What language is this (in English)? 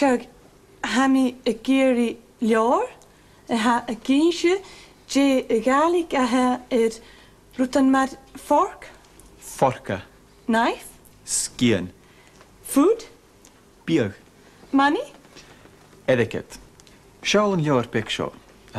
Scottish Gaelic